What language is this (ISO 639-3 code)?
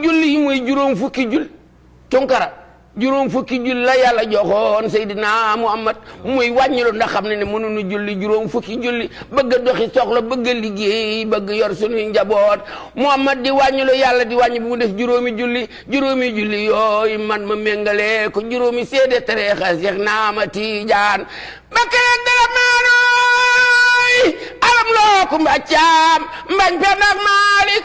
wol